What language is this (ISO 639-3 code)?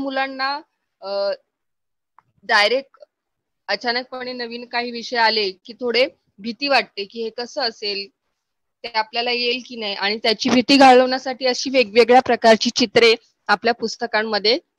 mar